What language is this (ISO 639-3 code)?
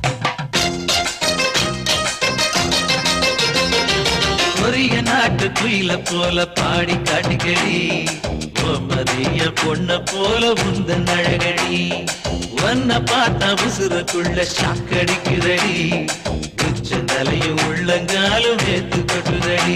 tam